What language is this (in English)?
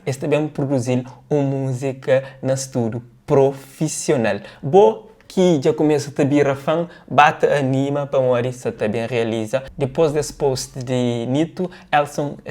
Kabuverdianu